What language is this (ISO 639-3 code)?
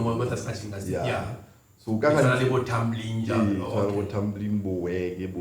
tsn